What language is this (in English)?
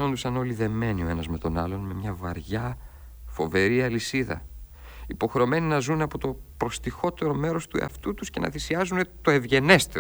Greek